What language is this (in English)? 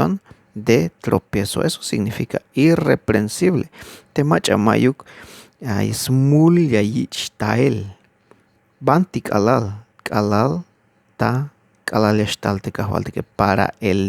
Tzeltal